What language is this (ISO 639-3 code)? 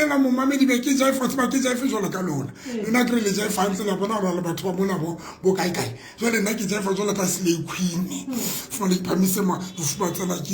sot